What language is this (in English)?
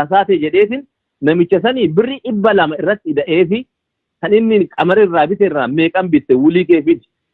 Oromo